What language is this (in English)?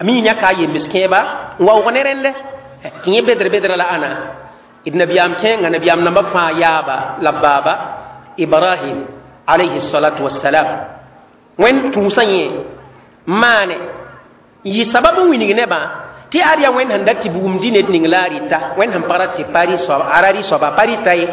Mossi